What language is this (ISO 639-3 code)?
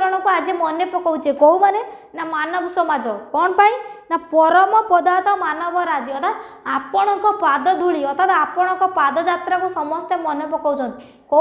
ori